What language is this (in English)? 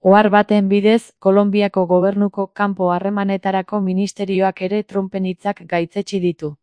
Basque